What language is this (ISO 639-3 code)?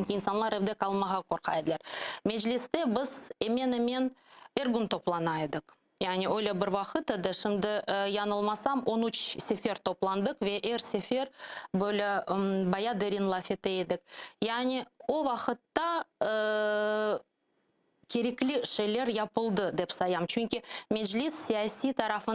crh